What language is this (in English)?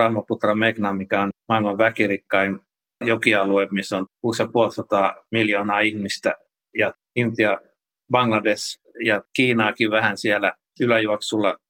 Finnish